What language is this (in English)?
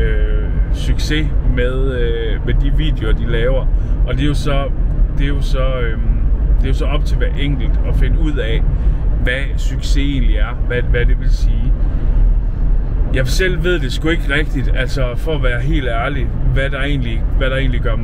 Danish